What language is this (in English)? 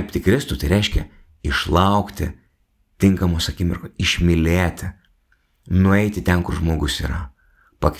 Lithuanian